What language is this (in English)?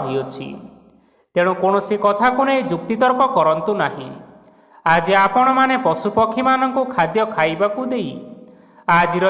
Odia